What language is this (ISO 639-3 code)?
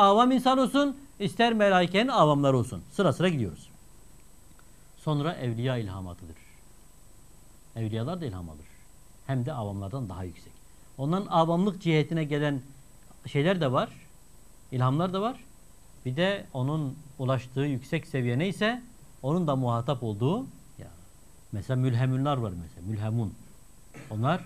tur